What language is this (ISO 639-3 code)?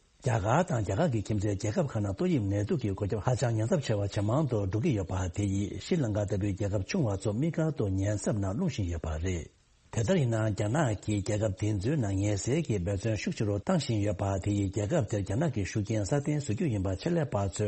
bod